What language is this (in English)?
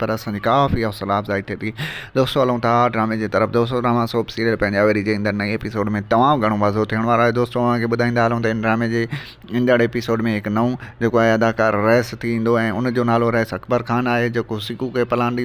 Sindhi